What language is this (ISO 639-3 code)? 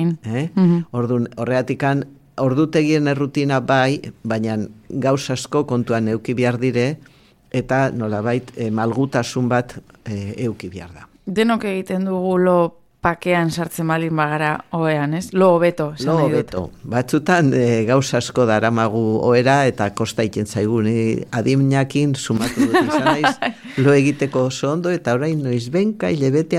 eus